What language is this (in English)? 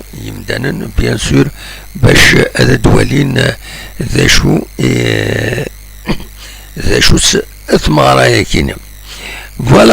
Kabyle